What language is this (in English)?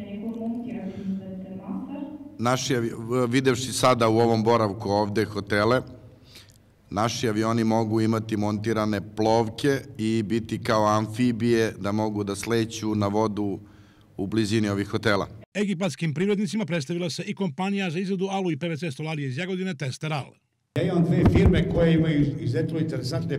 Serbian